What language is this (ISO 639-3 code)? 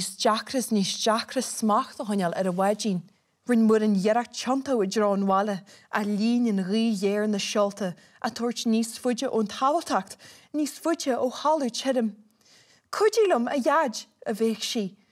gle